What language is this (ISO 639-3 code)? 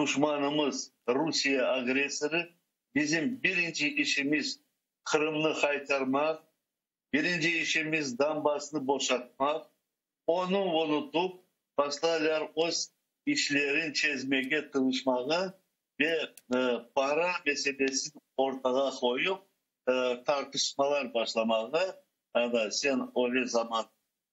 crh